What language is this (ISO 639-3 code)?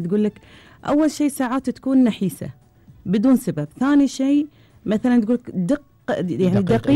afb